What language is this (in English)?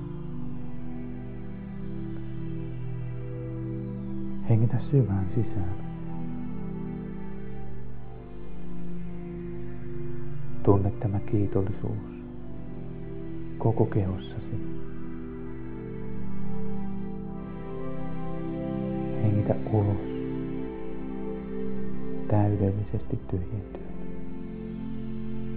Finnish